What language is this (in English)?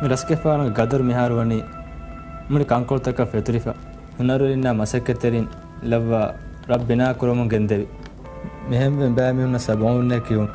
Divehi